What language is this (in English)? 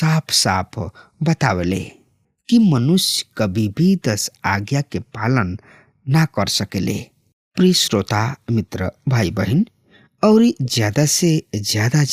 Bhojpuri